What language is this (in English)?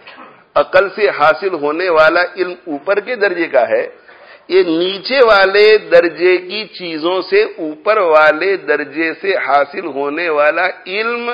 Urdu